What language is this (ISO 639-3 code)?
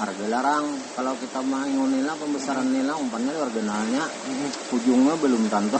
bjn